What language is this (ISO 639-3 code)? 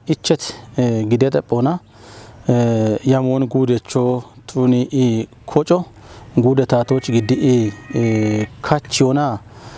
kbr